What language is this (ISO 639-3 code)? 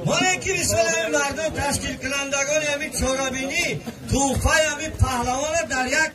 tgk